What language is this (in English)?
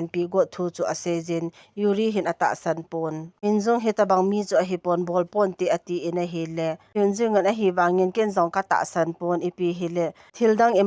Thado Chin